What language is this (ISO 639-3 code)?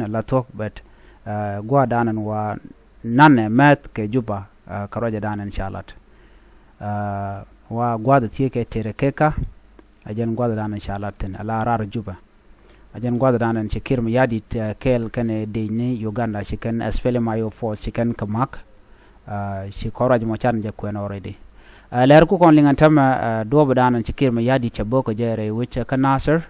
nus